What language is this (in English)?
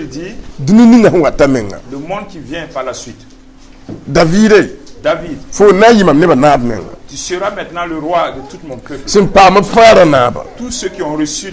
Mossi